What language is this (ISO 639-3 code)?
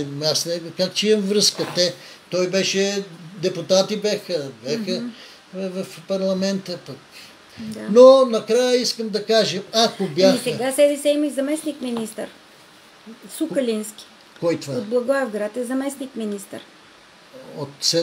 bul